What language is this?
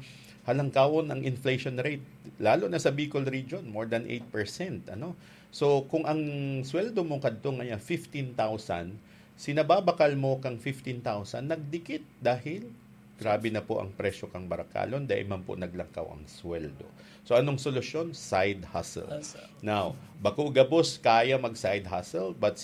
Bikol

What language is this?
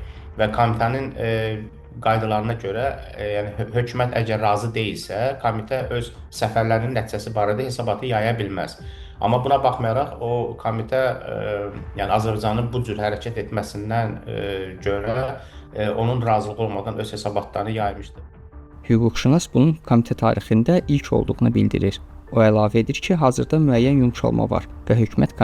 Azerbaijani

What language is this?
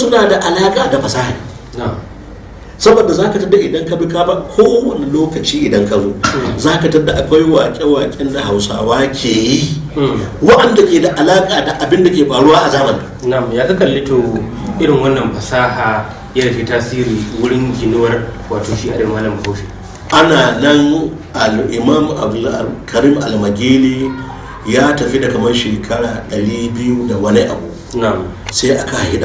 Hausa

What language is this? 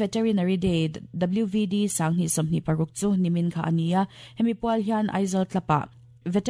Mizo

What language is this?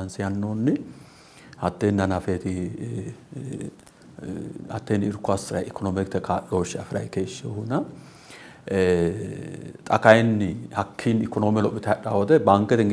Sidamo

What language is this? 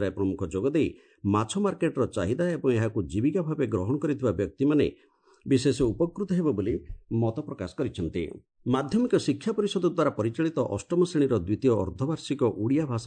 Odia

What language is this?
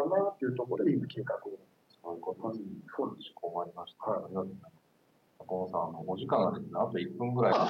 Japanese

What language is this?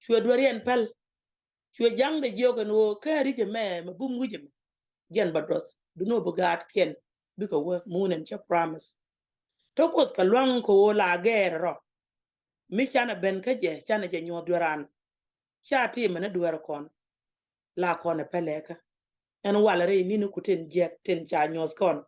Nuer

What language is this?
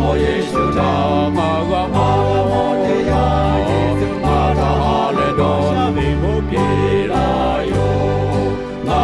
Lahu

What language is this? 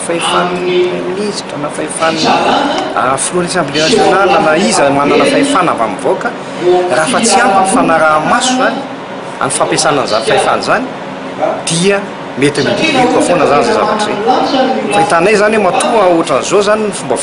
Malagasy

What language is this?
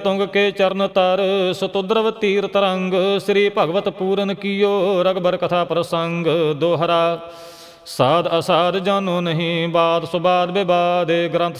Punjabi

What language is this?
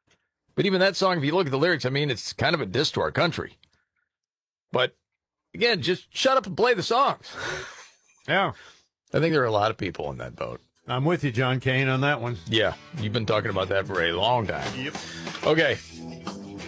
English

